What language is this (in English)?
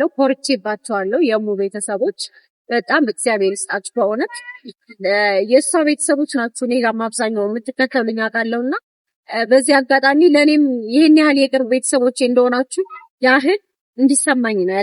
Amharic